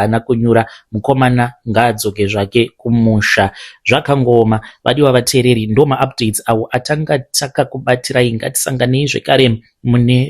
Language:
Shona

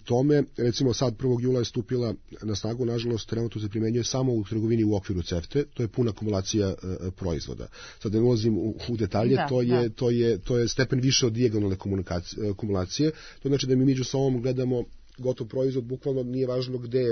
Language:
Serbian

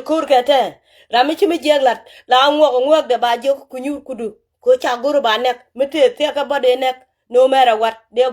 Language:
Nuer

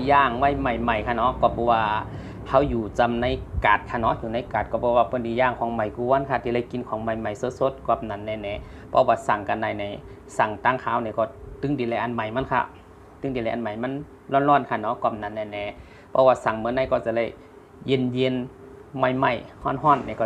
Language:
Shan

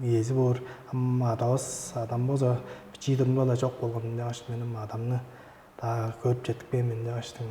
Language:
Tuvinian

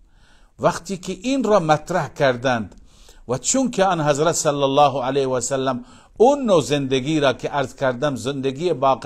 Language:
Persian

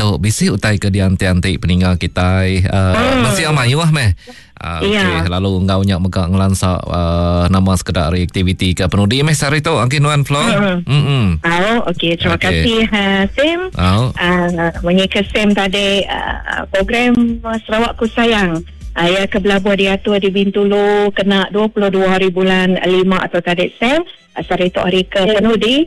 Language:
Iban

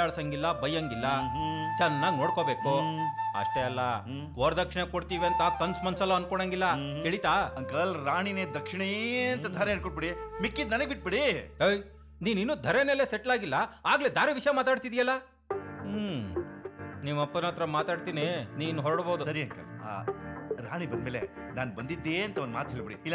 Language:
Kannada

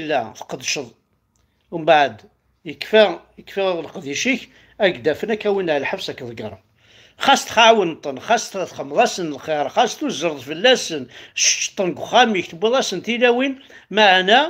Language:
Kabyle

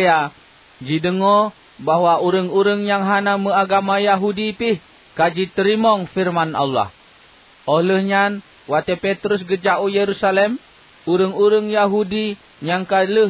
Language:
Achinese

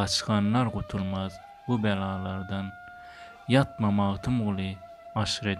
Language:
Turkmen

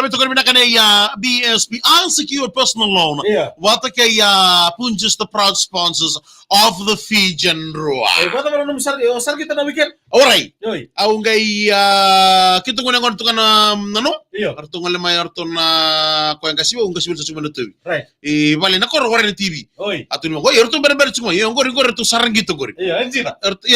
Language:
Fijian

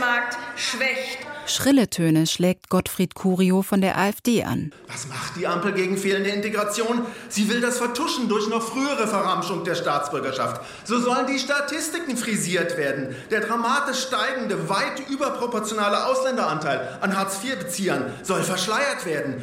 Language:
German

